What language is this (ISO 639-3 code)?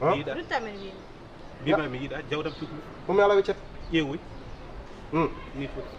ful